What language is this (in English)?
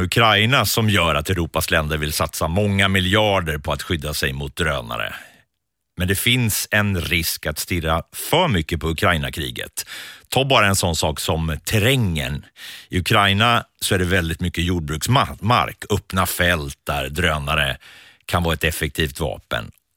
Swedish